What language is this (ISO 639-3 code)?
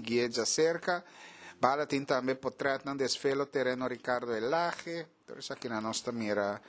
pap